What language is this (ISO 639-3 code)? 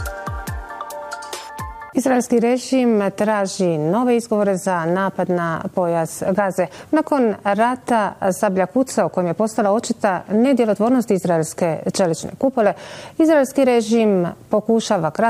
bos